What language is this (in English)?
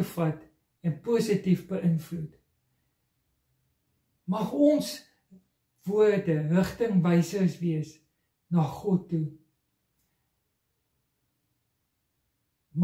Afrikaans